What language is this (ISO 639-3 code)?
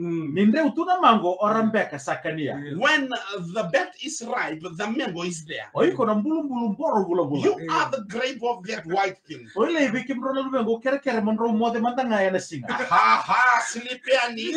fij